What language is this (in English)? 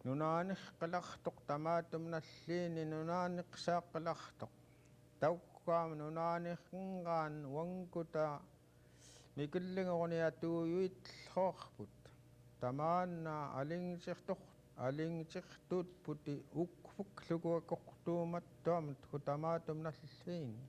Central Yupik